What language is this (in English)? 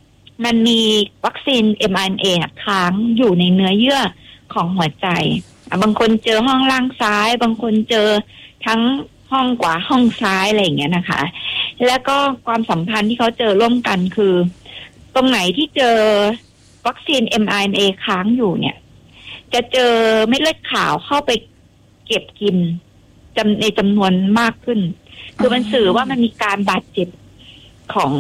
Thai